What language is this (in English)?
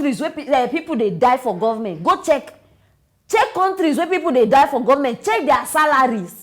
Nigerian Pidgin